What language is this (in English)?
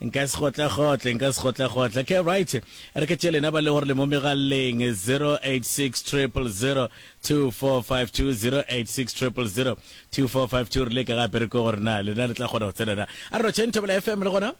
Northern Sotho